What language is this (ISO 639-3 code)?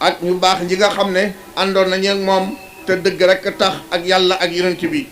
wol